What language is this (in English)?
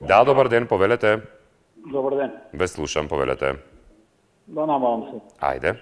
Macedonian